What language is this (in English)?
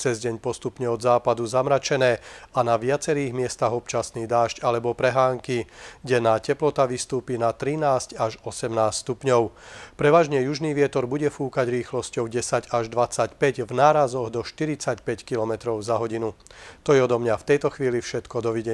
Slovak